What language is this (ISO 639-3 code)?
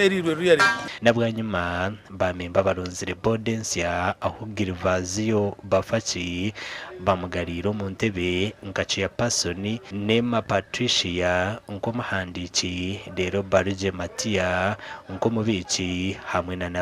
nyn